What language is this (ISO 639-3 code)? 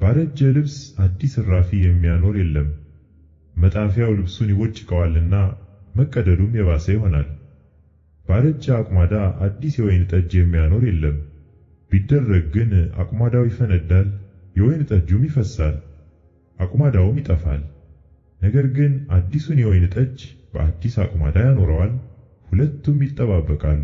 amh